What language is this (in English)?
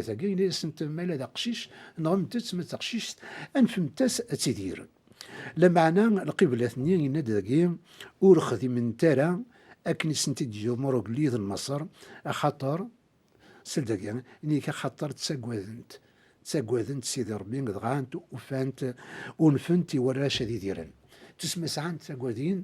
Kabyle